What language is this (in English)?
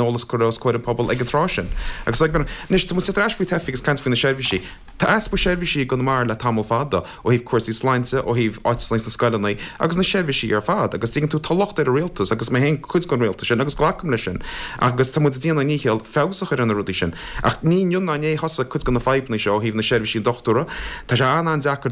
Irish